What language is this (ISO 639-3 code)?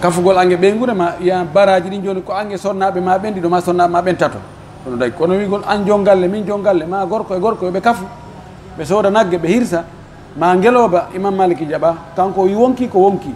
fuf